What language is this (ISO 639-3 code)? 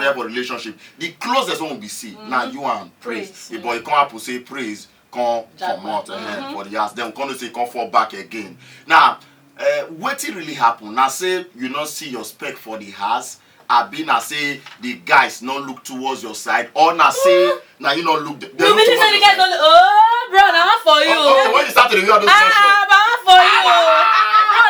pcm